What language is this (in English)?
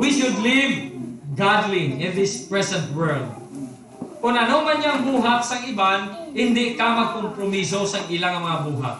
Hiligaynon